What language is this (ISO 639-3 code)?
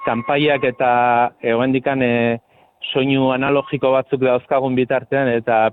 eus